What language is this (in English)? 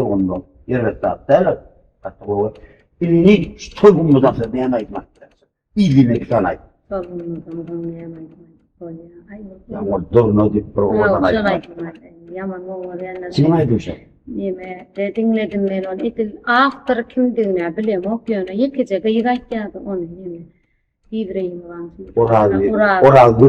Turkmen